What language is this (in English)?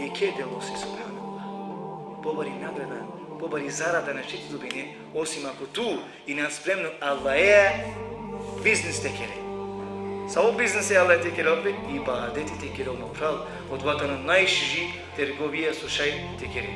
Balkan Romani